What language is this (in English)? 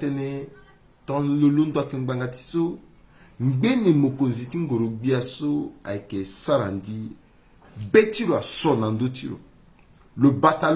Sango